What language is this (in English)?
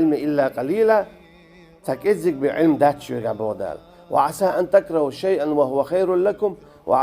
Chechen